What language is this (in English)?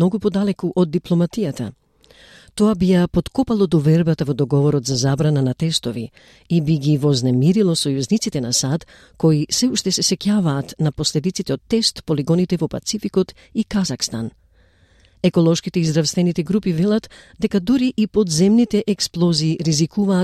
Macedonian